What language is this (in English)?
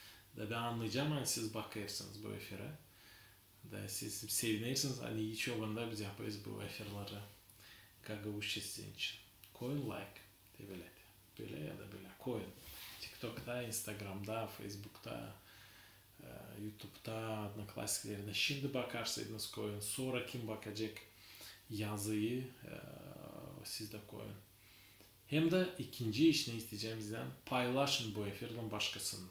Gagauz